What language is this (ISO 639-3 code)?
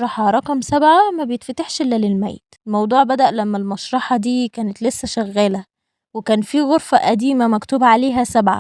arz